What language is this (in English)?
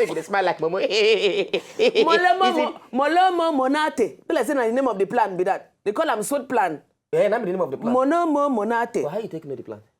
Nigerian Pidgin